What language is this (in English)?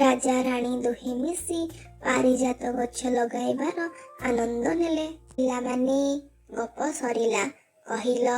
Odia